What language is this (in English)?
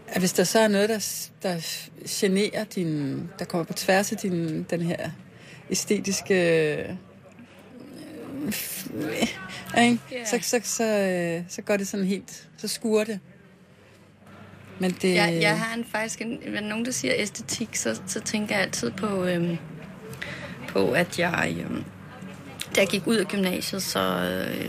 Danish